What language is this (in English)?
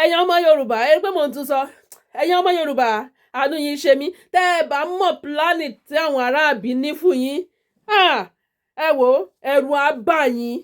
Yoruba